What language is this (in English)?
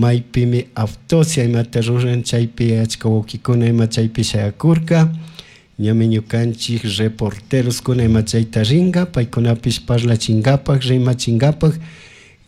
Chimborazo Highland Quichua